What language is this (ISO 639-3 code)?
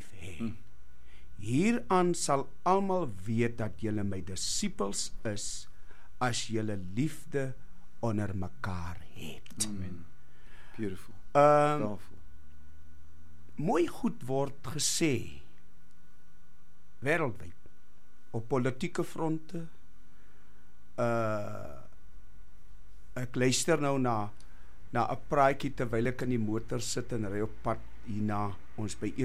afr